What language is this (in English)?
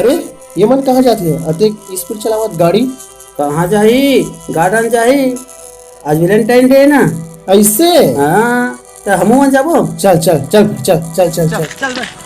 Chhattisgarhi